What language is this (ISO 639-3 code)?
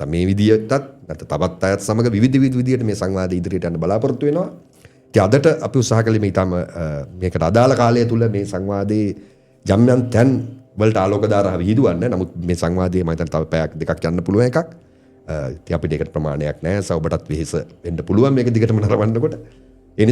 sin